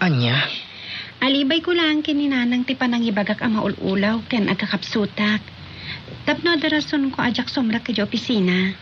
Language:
Iloko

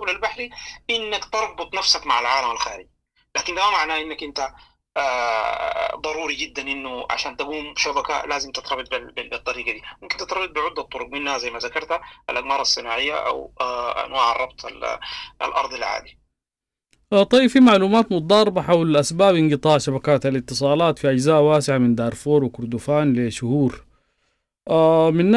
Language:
Sudanese Arabic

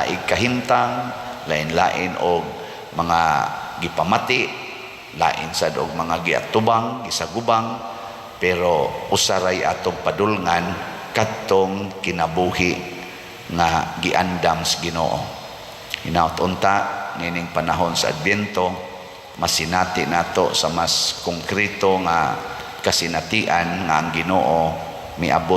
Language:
Cebuano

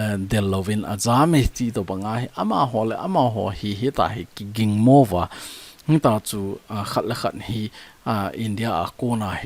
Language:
Thado Chin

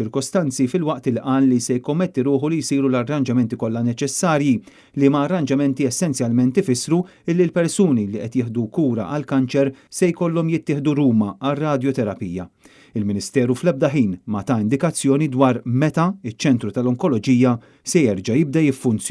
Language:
Maltese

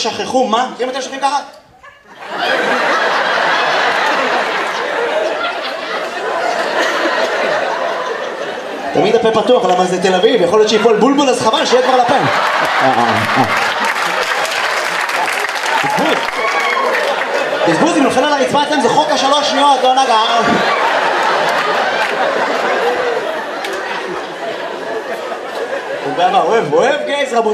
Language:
Hebrew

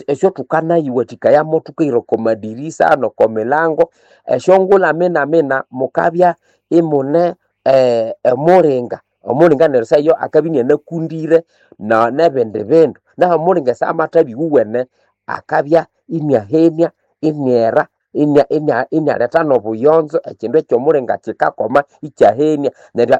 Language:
Nande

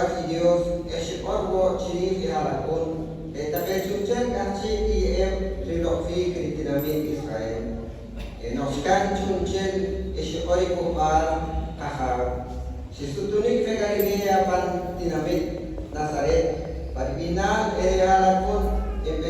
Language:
Poqomchi'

